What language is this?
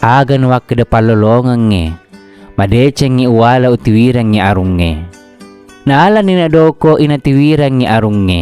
Buginese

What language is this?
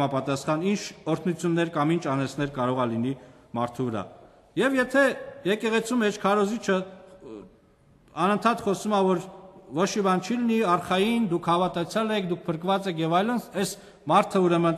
Armenian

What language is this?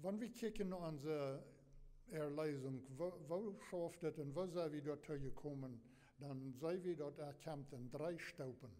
Plautdietsch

